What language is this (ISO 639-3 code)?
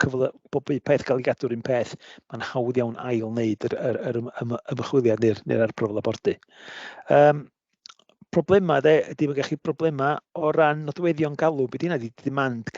cym